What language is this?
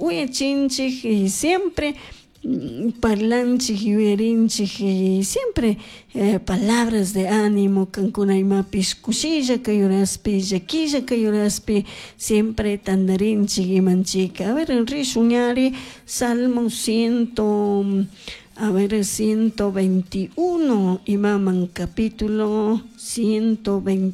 Chimborazo Highland Quichua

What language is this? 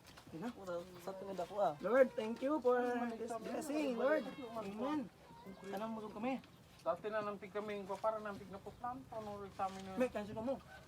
Bikol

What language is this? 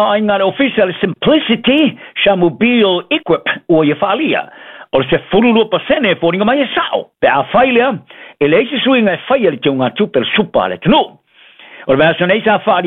Samoan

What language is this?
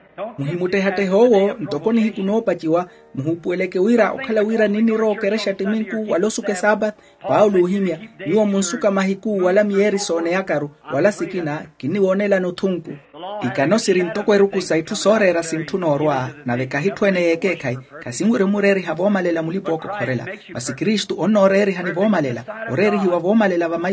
Makhuwa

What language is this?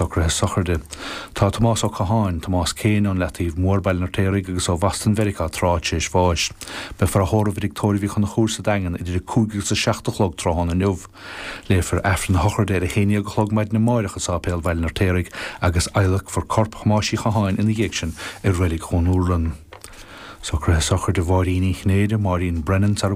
Irish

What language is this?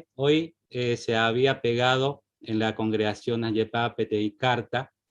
Guarani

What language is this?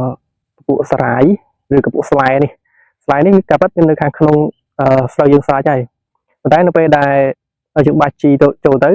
Khmer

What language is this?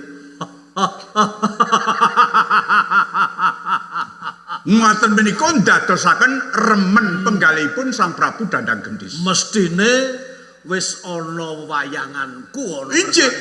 Javanese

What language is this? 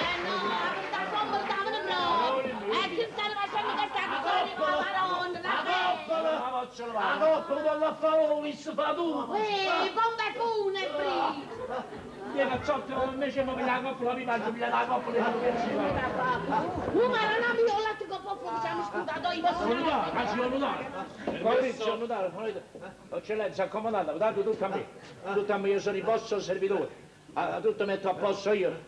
Neapolitan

